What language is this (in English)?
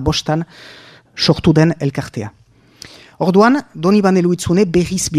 Basque